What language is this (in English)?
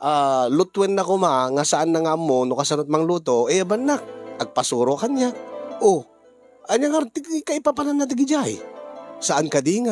Iloko